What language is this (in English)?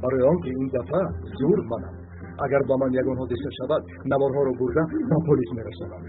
Tajik